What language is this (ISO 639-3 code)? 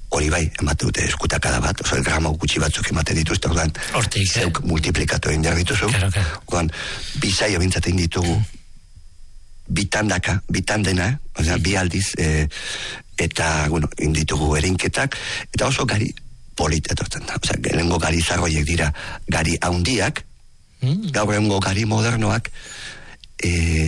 eus